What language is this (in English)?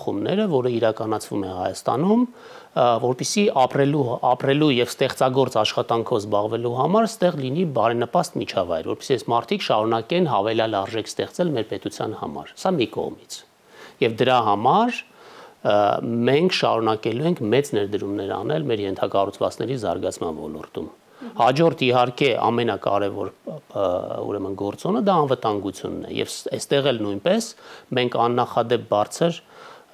Armenian